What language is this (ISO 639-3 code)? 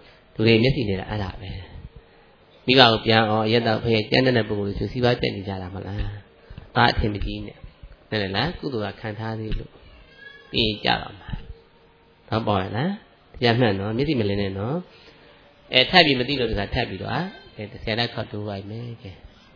mya